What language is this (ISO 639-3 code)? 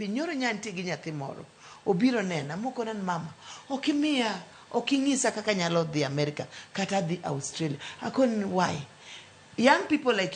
luo